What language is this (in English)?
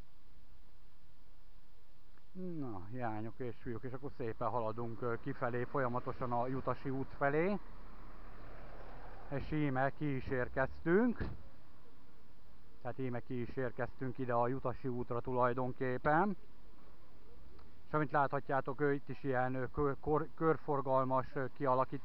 Hungarian